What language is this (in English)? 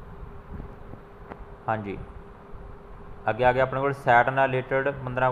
Punjabi